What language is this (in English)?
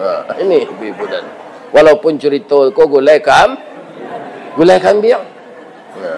Minangkabau